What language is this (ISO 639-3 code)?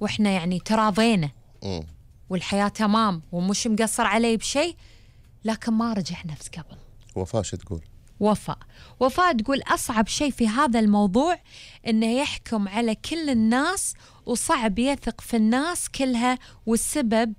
afb